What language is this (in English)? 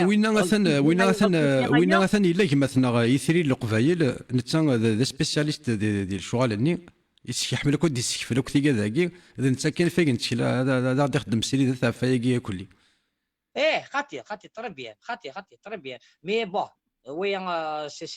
Kabyle